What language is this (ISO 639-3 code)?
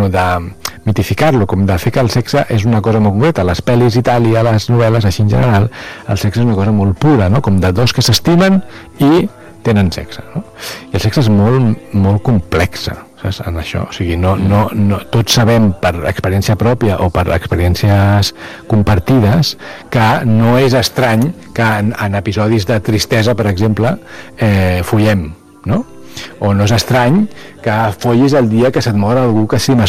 cat